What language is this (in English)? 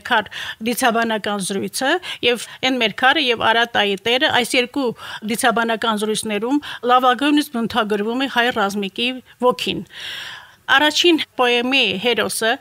Armenian